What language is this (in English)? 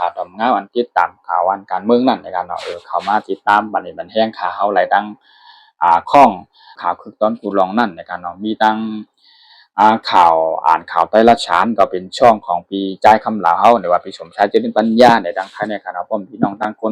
Shan